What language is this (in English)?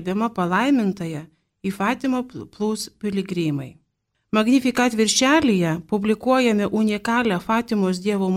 Lithuanian